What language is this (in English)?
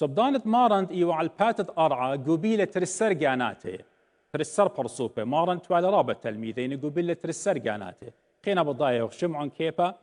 Assyrian Neo-Aramaic